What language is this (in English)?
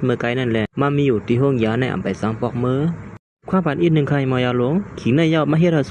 Shan